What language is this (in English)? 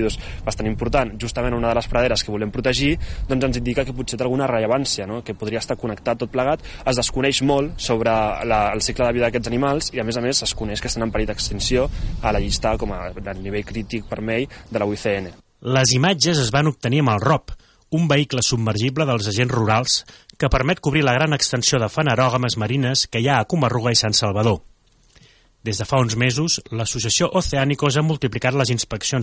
Catalan